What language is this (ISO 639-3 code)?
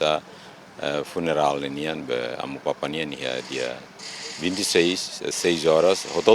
tet